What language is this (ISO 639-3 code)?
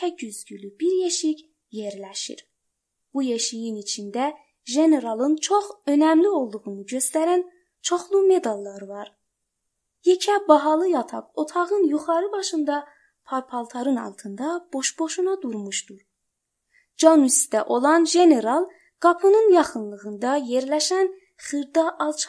azb